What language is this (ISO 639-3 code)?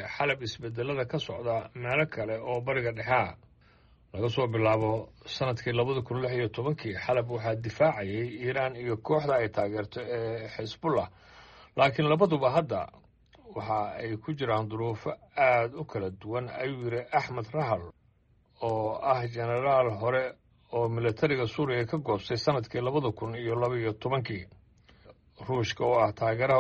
som